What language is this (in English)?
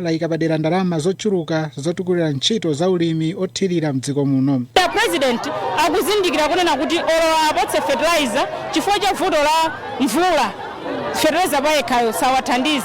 Nyanja